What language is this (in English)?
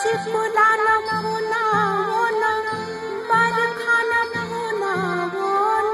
Newari